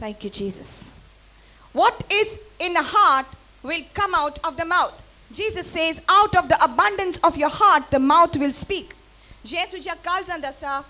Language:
Konkani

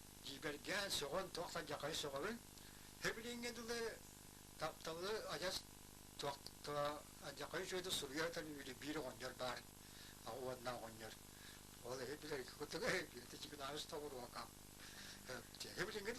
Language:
Yakut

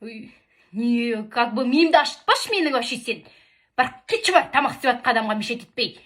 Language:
Kazakh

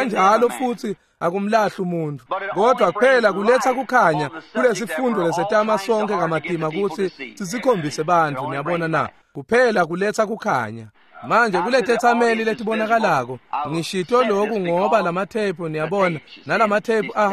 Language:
Swati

